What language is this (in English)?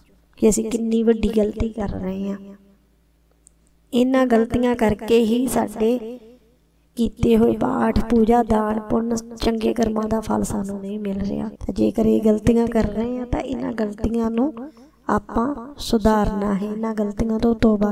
Punjabi